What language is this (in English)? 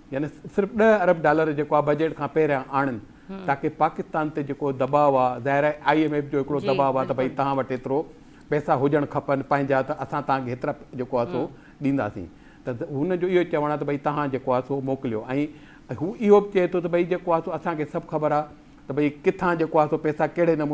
Sindhi